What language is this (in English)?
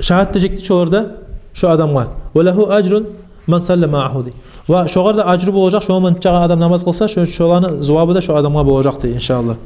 Kumyk